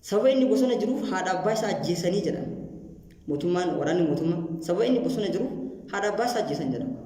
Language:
Oromo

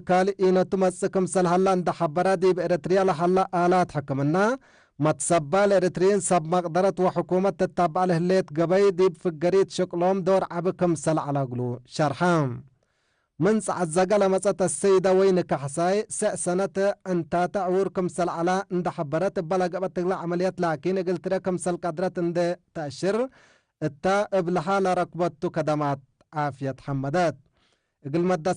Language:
Tigre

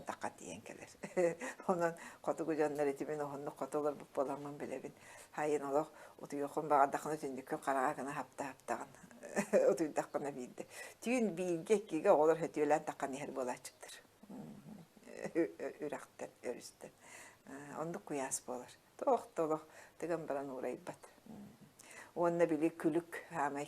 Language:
Yakut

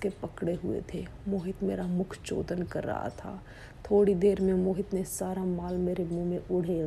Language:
Hindi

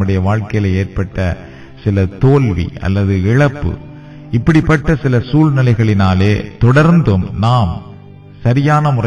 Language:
Tamil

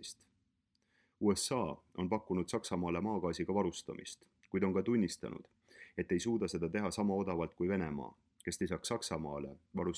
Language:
Estonian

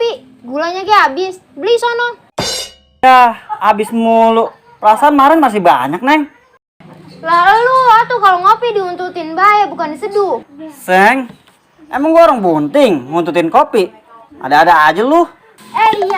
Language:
Betawi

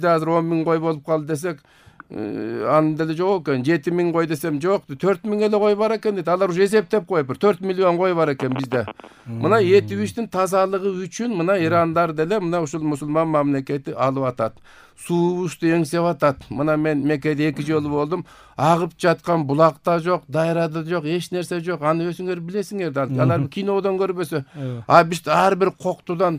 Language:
Kyrgyz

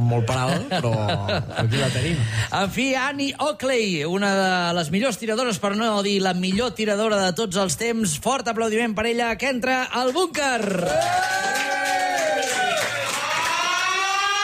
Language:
Catalan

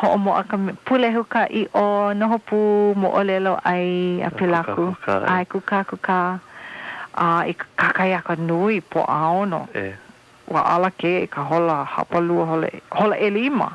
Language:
Hawaiian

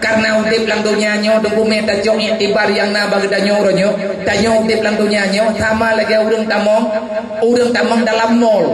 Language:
Achinese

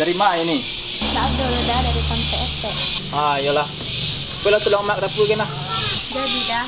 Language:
Minangkabau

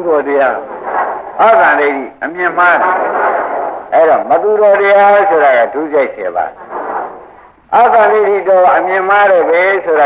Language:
Burmese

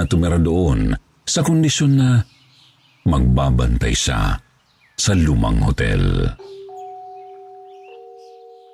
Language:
Filipino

